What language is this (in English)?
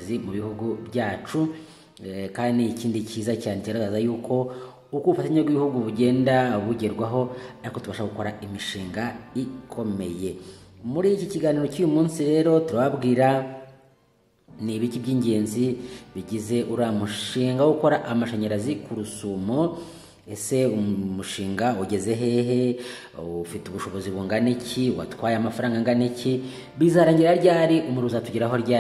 Kinyarwanda